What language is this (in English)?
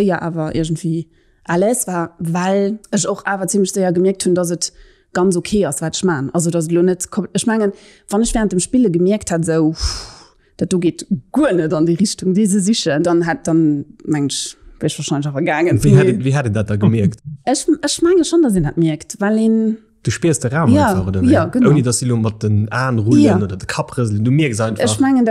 Luxembourgish